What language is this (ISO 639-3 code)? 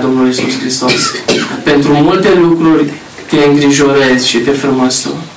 ron